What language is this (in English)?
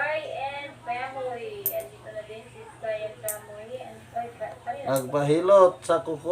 Cebuano